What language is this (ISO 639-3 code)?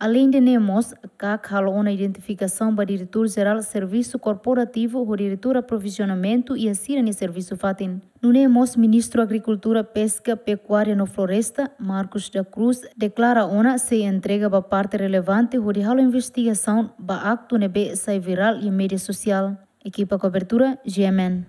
tet